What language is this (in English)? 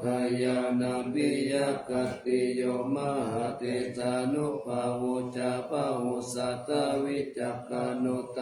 Pali